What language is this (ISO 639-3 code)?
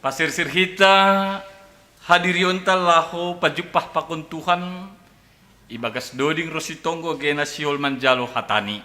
bts